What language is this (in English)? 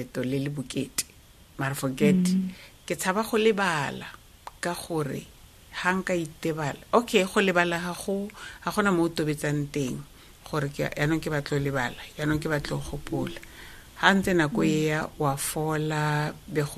Tswana